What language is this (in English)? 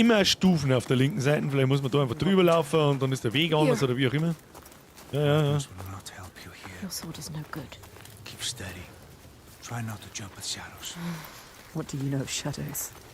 Bavarian